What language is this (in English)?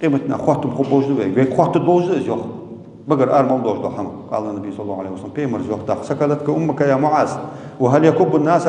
Ingush